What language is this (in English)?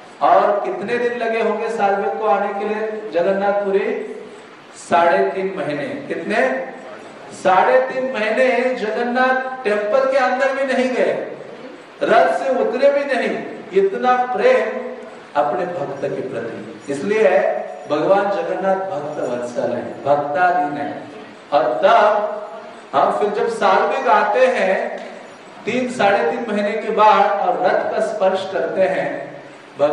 Hindi